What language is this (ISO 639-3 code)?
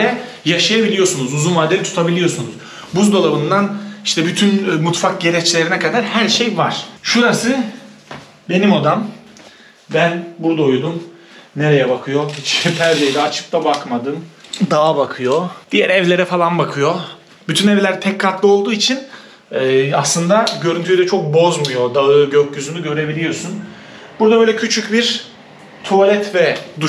tur